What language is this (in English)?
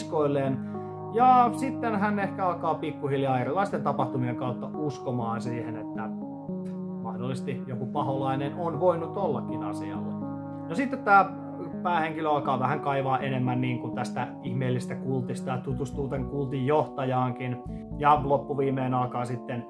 Finnish